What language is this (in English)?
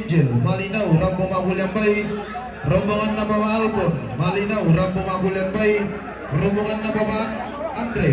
Toraja-Sa'dan